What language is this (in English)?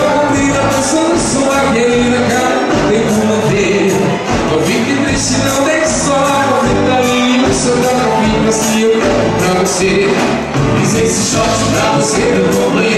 Portuguese